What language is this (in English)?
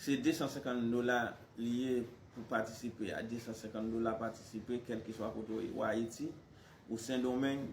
Haitian Creole